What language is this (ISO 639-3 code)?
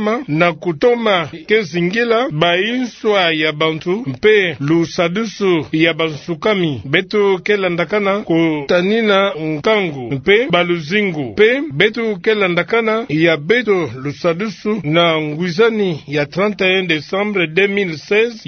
ktu